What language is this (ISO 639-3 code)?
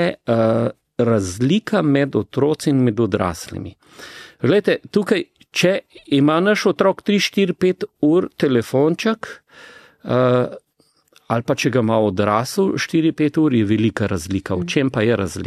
slv